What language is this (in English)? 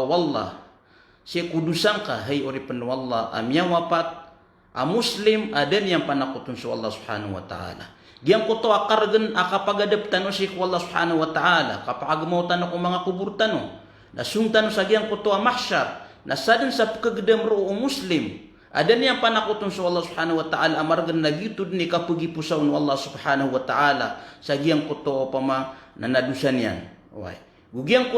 Maranao